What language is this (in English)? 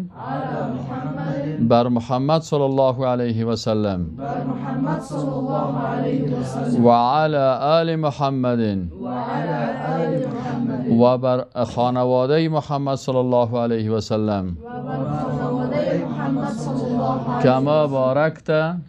Persian